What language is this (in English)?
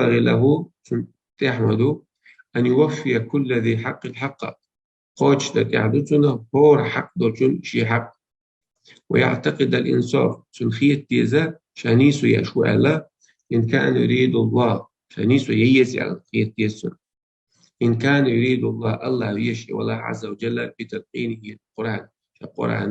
Chechen